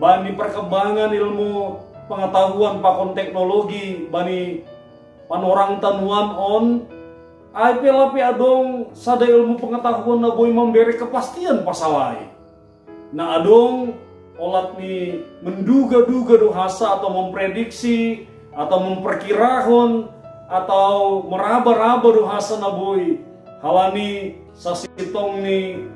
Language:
Batak Simalungun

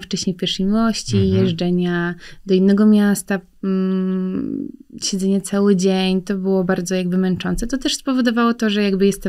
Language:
Polish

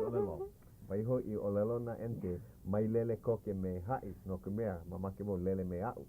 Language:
Hawaiian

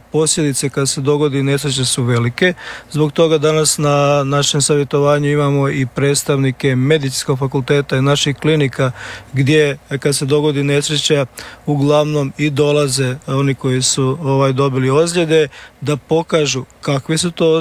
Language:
Croatian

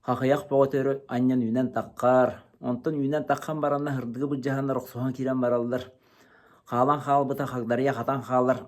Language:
Yakut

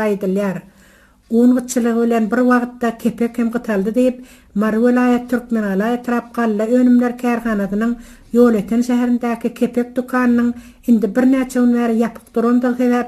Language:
Turkmen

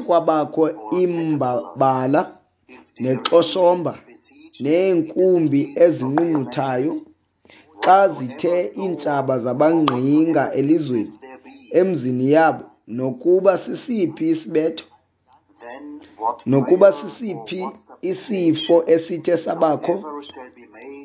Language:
Xhosa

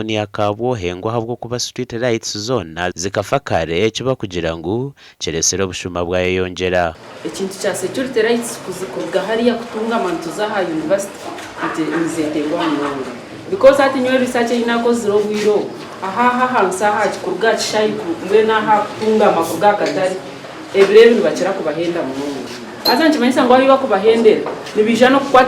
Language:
Nyankole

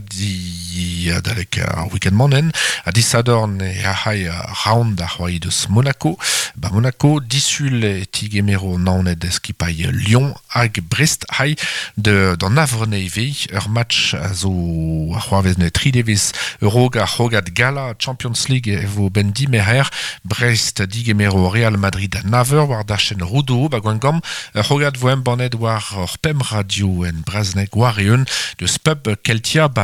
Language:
Breton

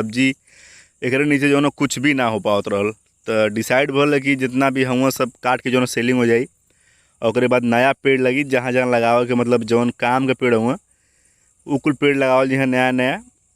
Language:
Bhojpuri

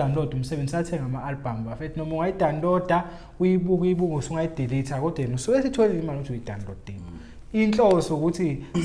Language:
Zulu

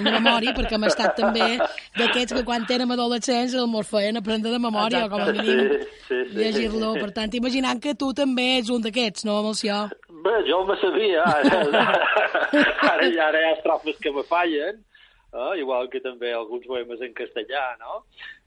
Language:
Catalan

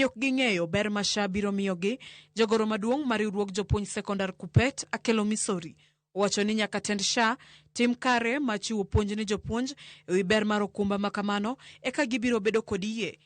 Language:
Luo (Kenya and Tanzania)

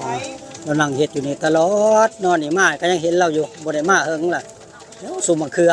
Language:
Northeastern Thai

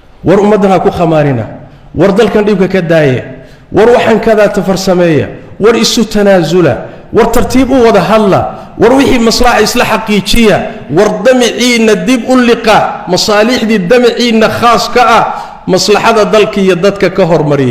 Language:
Somali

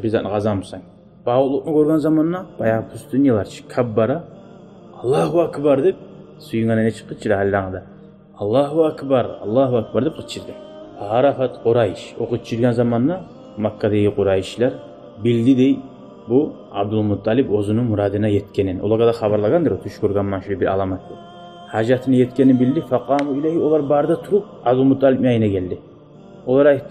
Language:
Kumyk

